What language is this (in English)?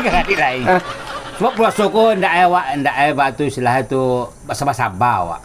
Minangkabau